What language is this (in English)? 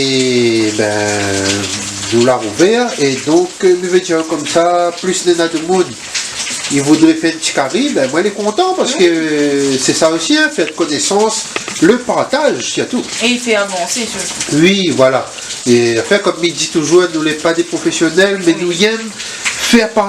Réunion Creole French